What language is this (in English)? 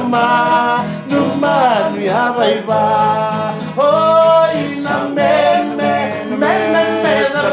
Fijian